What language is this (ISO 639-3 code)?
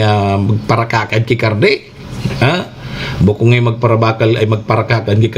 bik